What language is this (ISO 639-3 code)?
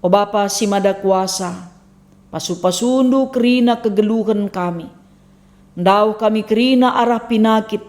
btx